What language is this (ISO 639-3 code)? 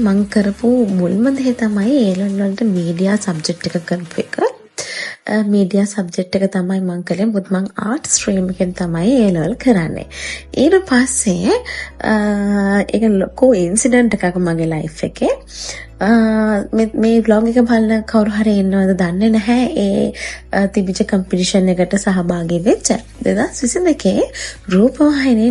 sin